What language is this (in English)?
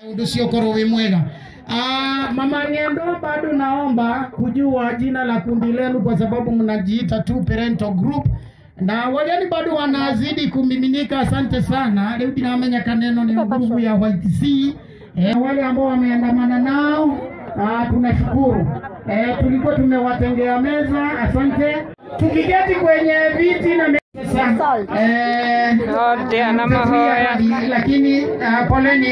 Swahili